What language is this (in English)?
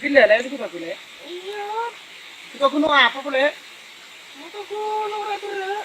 Madurese